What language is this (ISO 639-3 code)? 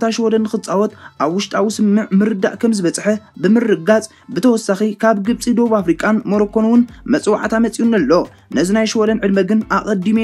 tir